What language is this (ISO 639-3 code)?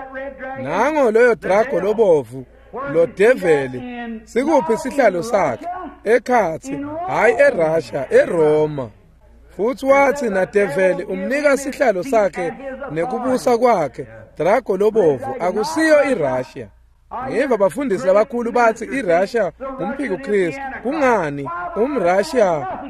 ssw